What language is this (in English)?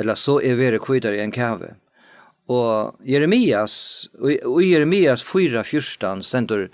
Faroese